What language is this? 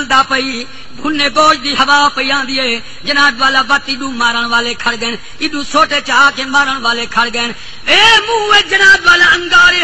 Saraiki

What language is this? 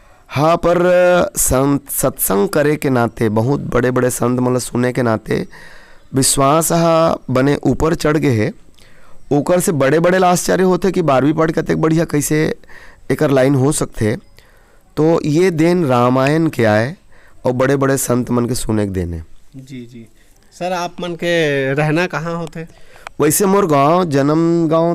Chhattisgarhi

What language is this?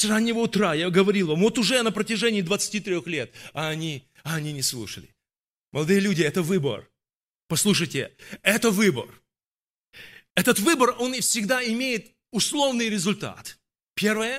Russian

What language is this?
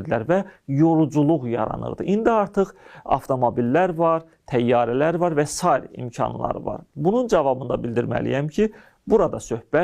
Azerbaijani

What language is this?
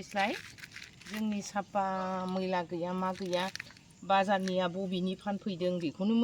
Bodo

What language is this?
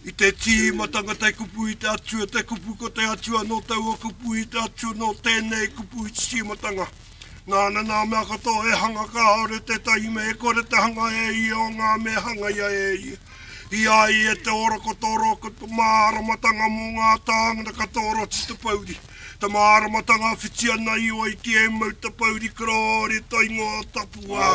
Māori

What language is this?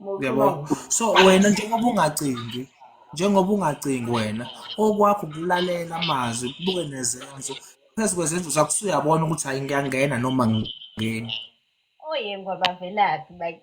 Zulu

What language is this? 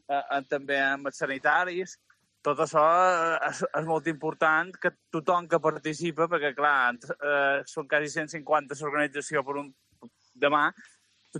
Catalan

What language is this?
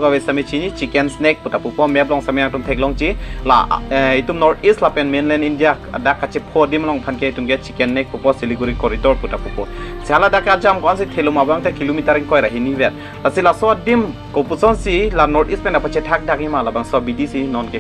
Karbi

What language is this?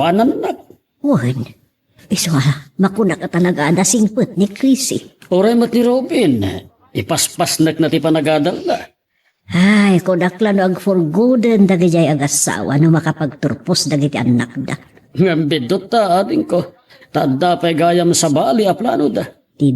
Iloko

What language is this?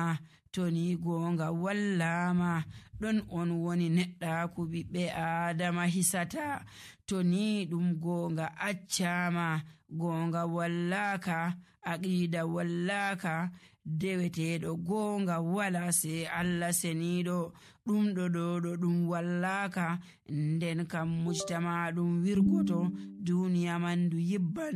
Nigerian Fulfulde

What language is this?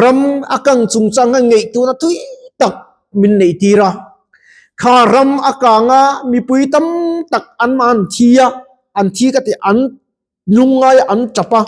Mizo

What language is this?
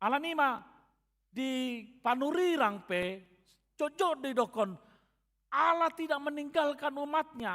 Batak Toba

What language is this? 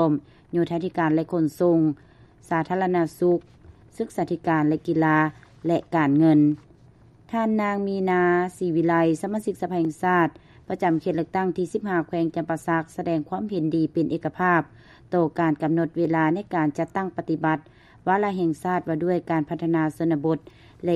Lao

